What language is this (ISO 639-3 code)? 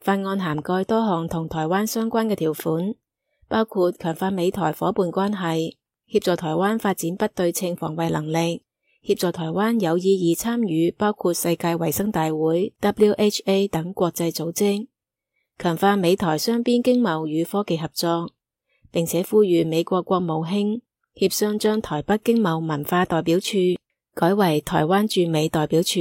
yue